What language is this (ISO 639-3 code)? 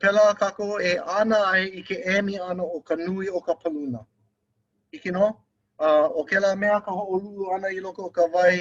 haw